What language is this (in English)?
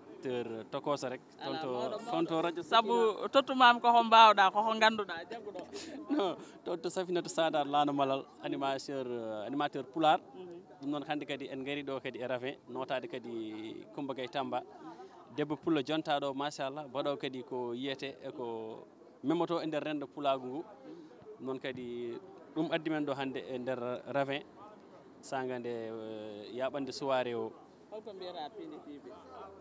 Fula